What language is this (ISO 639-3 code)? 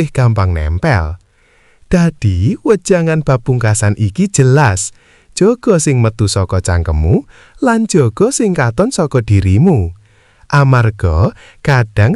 jav